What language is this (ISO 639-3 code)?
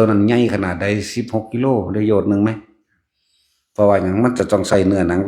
lao